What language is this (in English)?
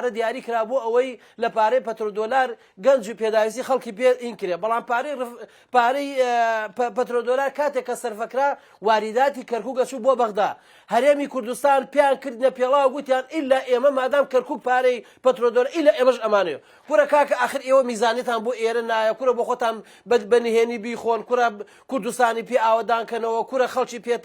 Central Kurdish